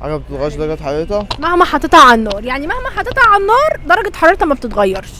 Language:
Egyptian Arabic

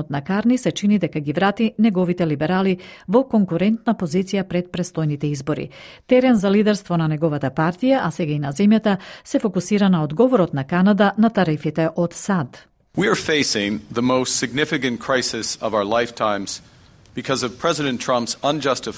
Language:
Macedonian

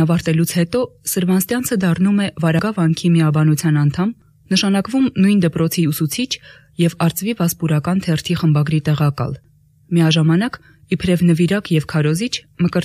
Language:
Armenian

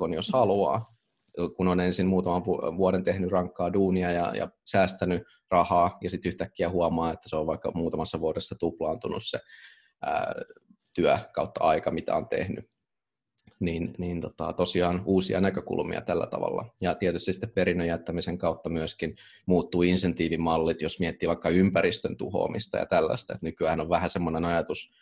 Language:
Finnish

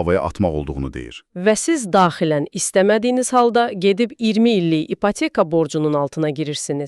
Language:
Azerbaijani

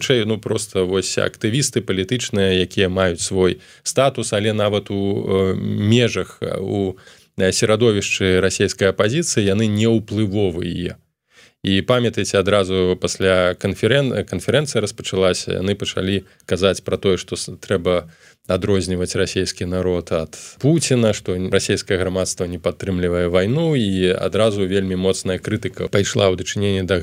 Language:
Belarusian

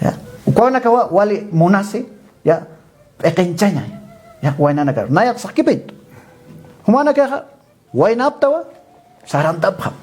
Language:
Aymara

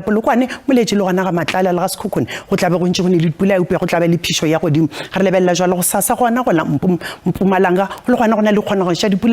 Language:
Northern Sotho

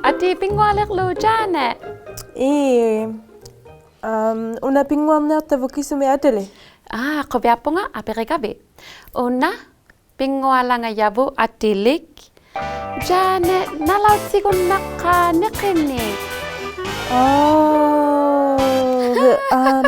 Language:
Inuktitut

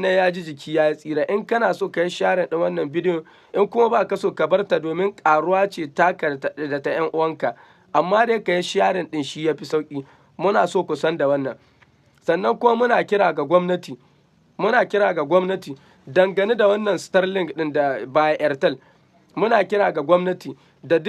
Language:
Hausa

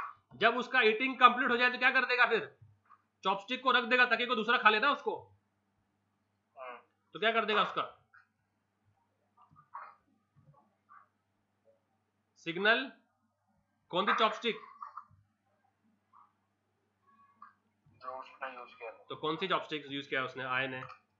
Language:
Hindi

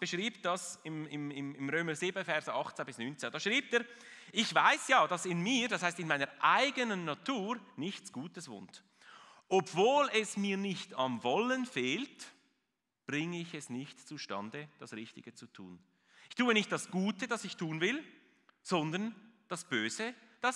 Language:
Swiss German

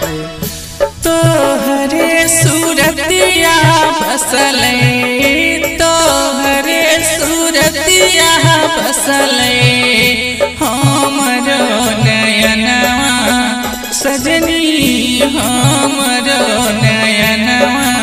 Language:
Bhojpuri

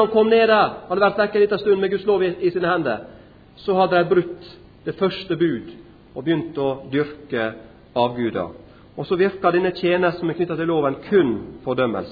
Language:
Norwegian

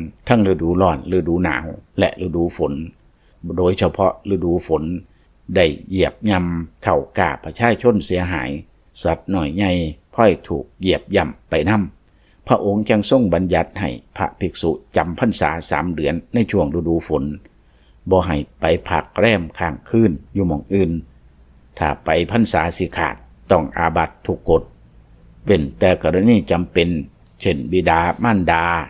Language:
Lao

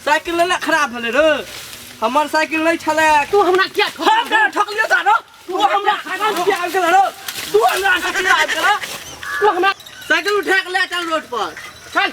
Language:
Maithili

